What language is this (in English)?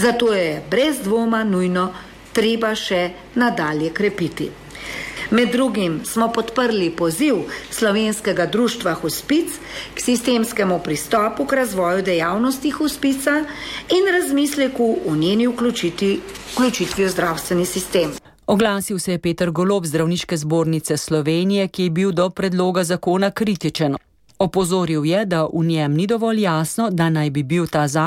Slovenian